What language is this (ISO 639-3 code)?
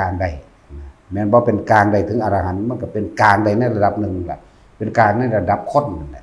lao